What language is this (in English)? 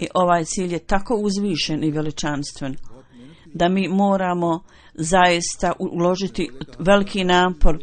Bosnian